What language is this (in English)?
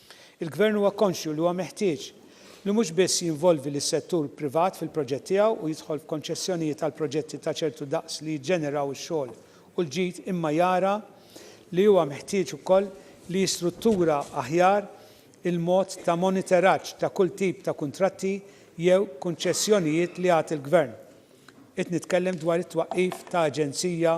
Maltese